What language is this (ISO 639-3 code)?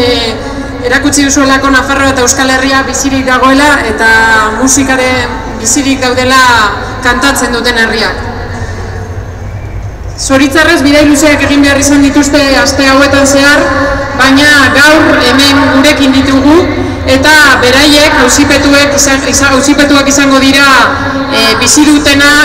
eus